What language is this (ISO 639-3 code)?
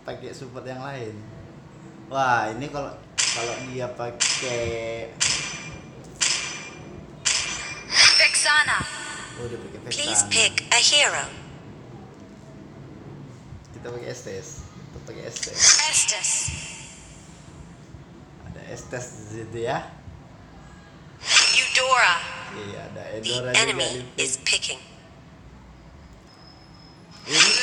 ind